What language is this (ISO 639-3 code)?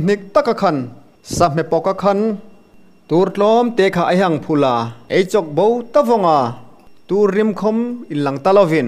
hmr